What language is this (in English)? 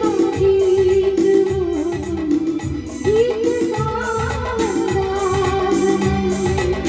Hindi